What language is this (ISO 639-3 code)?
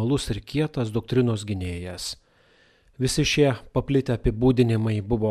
lit